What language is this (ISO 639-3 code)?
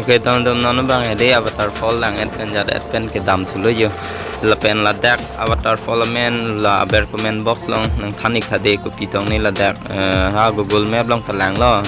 mjw